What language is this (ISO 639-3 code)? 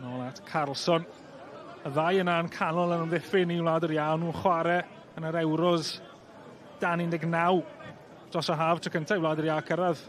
cym